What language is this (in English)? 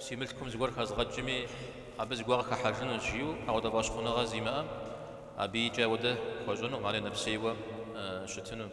Kabardian